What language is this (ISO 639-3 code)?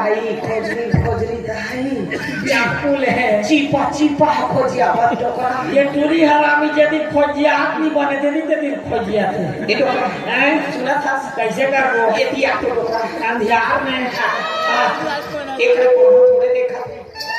hne